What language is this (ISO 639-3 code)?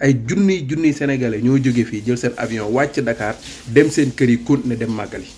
wol